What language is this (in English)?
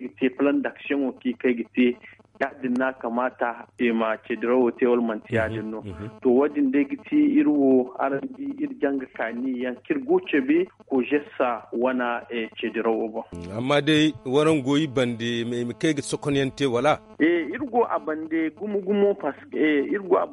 Zarma